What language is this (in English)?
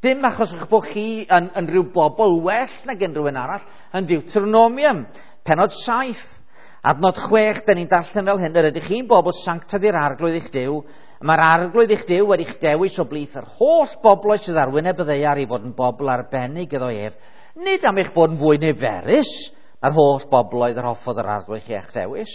Welsh